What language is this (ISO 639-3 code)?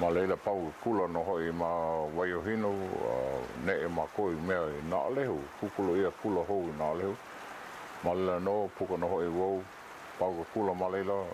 haw